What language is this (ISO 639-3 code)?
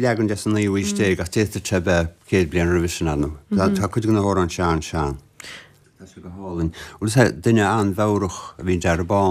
gle